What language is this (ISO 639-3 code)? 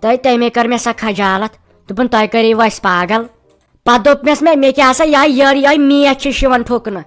kas